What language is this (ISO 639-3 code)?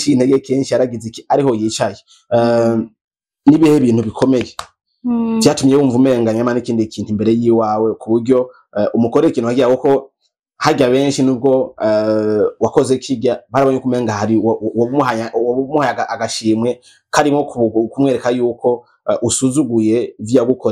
run